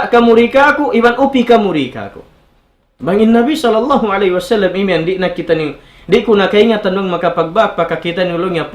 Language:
Tausug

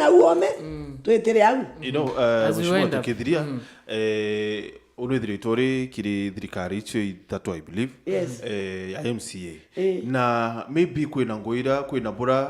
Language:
Meru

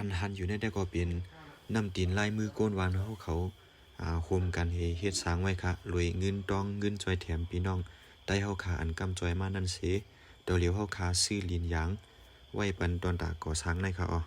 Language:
Shan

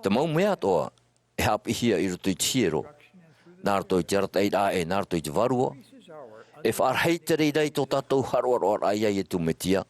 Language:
Tahitian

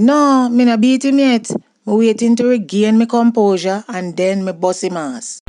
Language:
Jamaican Creole English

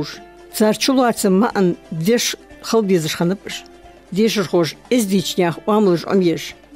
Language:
Ingush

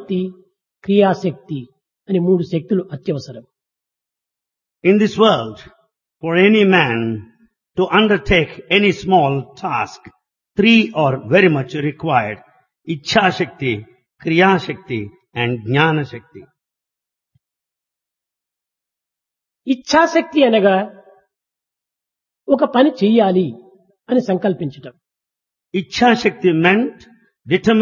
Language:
Telugu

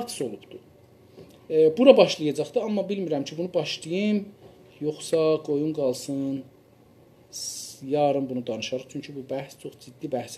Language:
South Azerbaijani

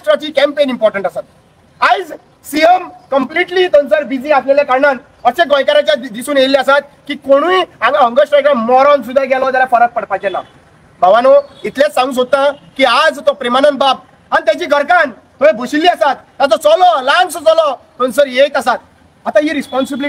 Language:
Konkani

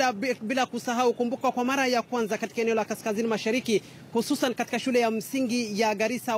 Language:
Swahili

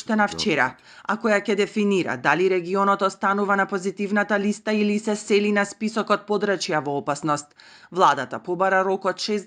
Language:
Macedonian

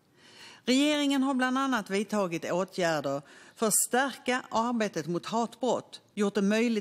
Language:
Swedish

